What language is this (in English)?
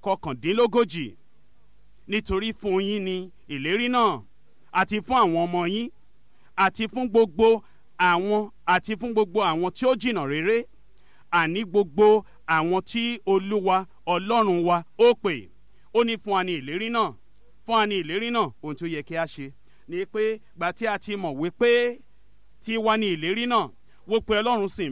Yoruba